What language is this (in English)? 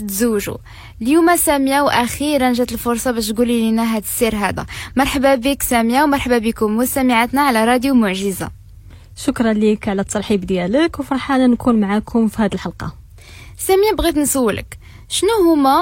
Moroccan Arabic